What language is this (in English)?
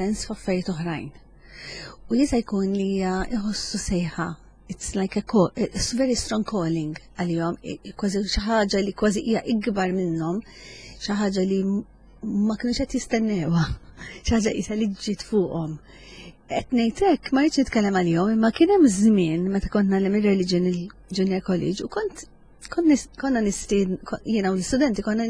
Maltese